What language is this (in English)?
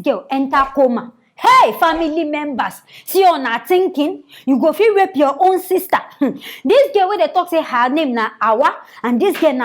Nigerian Pidgin